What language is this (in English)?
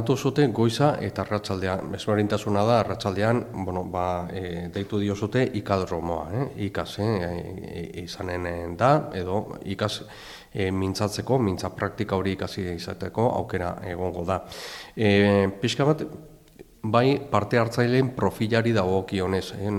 Basque